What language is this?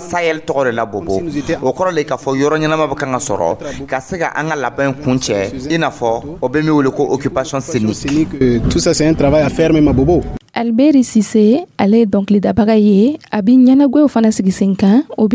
Dyula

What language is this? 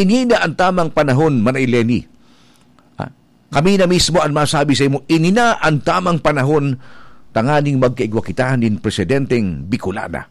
Bikol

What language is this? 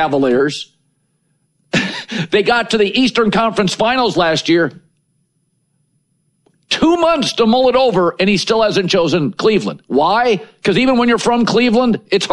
English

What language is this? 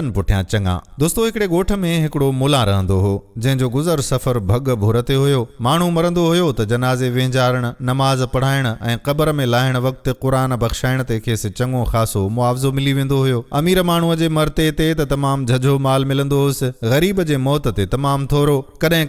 Sindhi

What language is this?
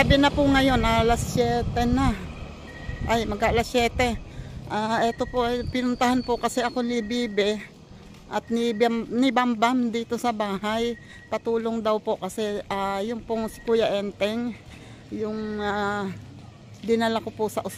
Filipino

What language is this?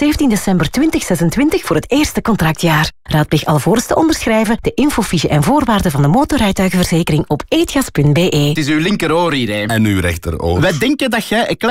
Dutch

